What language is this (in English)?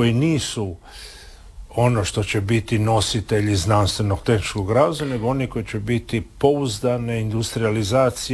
Croatian